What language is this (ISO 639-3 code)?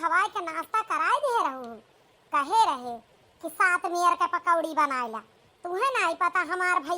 awa